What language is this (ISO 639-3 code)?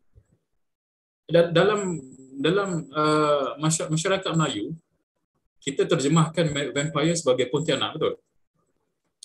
msa